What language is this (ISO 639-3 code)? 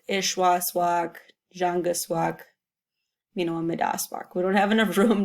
ciw